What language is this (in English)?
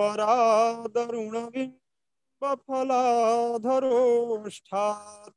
Sanskrit